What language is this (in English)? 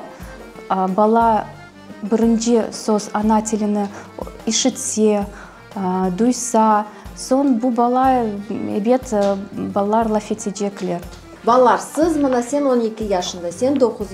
Crimean Tatar